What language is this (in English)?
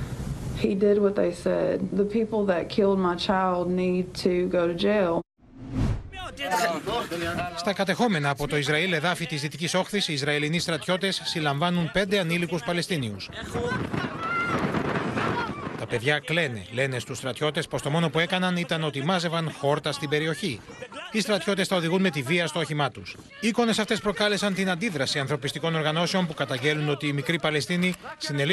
Greek